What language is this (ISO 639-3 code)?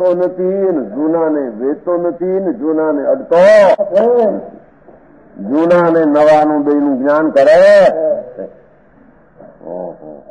guj